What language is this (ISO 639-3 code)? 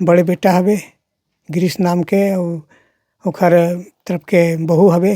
hne